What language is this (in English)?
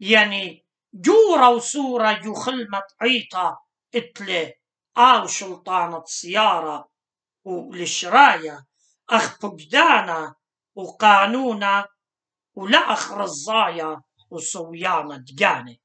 Assyrian Neo-Aramaic